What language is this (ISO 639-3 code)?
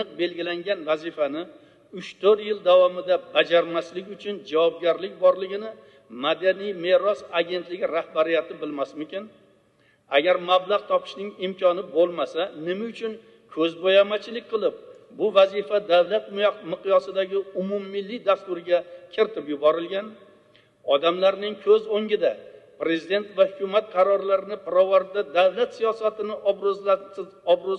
uzb